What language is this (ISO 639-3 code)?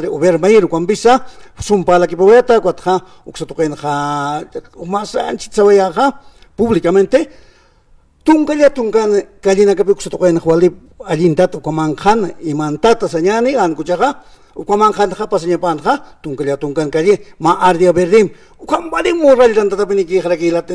aym